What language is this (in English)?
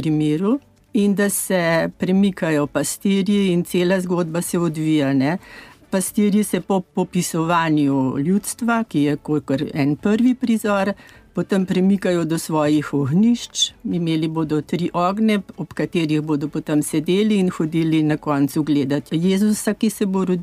Slovenian